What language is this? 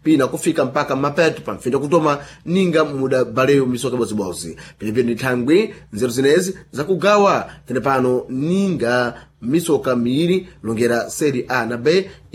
Sena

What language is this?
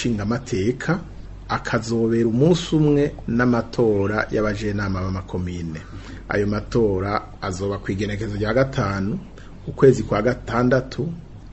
Rundi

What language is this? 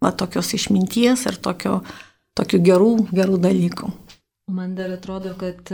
Lithuanian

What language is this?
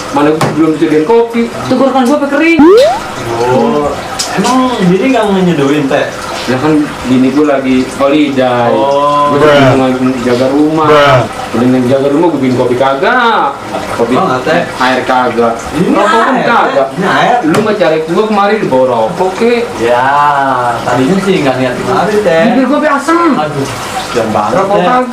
Betawi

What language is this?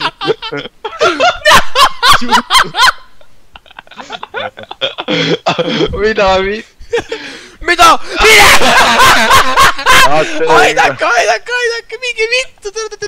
Estonian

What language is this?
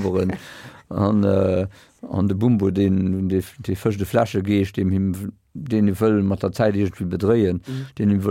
Luxembourgish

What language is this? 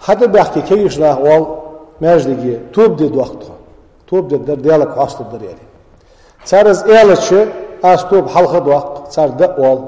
Ingush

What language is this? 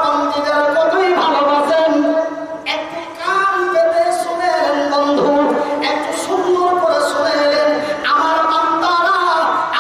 Bangla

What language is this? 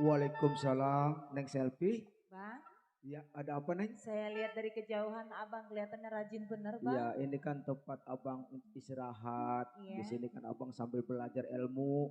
Betawi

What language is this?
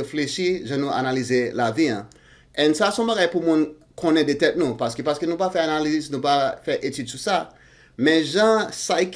Haitian Creole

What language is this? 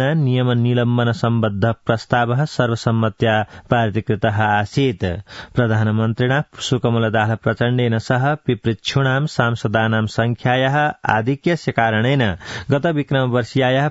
Sanskrit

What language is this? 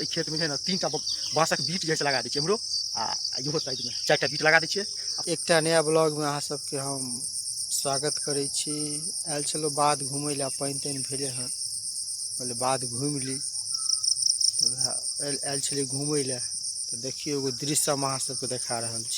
Maithili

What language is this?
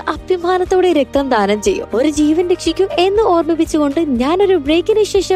Malayalam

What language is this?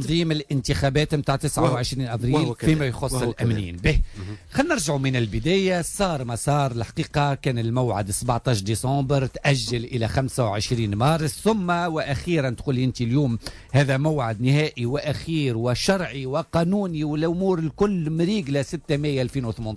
Tunisian Arabic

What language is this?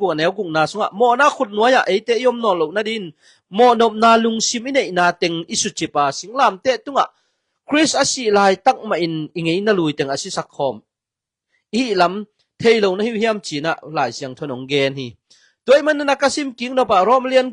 Tedim Chin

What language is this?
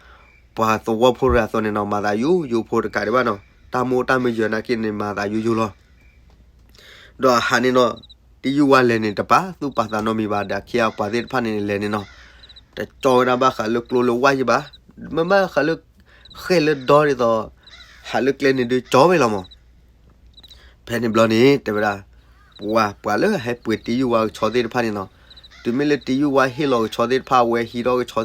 S'gaw Karen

